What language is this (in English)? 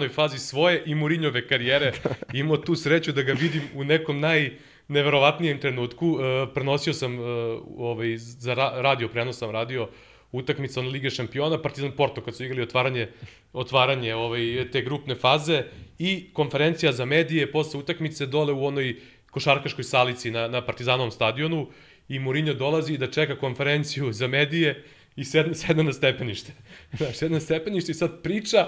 Serbian